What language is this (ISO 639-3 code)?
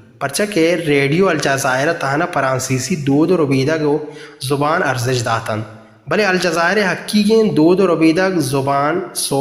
bal